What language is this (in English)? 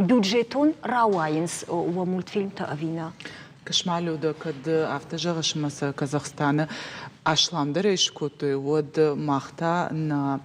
Ossetic